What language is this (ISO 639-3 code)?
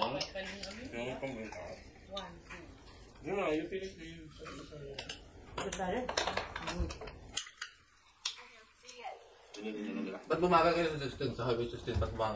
fil